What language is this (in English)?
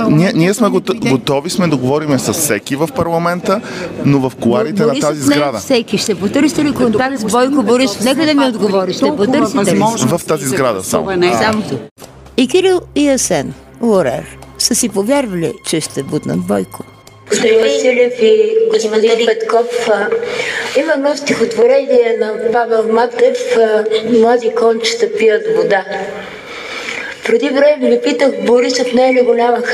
Bulgarian